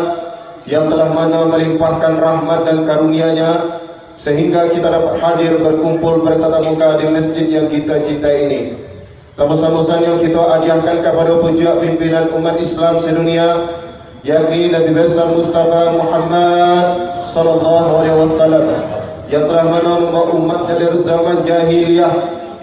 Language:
Minangkabau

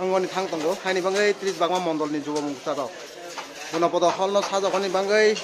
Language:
Kok Borok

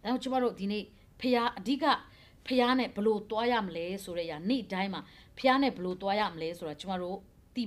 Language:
Burmese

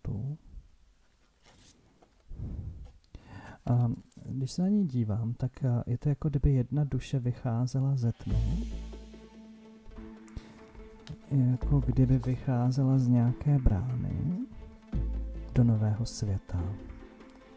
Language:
Czech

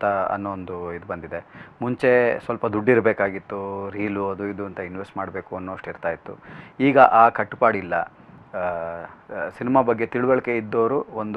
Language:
Kannada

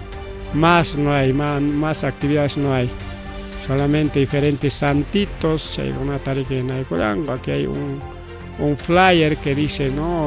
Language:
Ayacucho Quechua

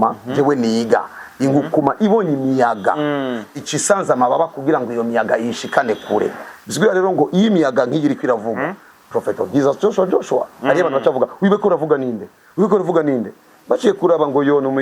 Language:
Rundi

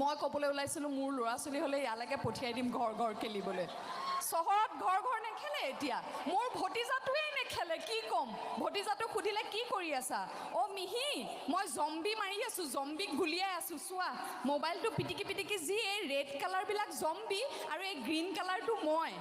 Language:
Assamese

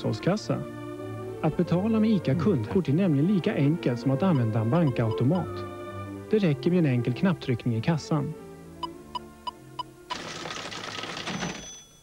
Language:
Swedish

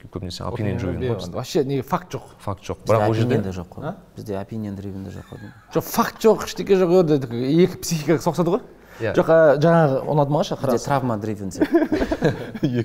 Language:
Kazakh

